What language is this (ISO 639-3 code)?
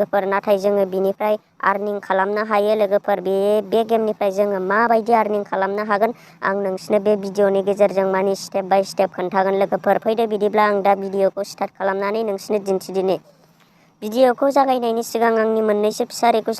brx